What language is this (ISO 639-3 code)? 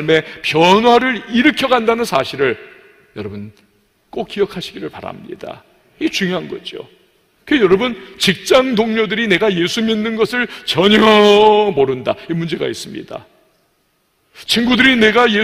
kor